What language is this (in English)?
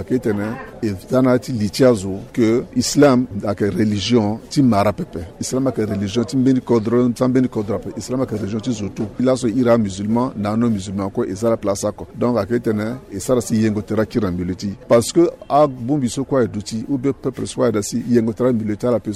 Sango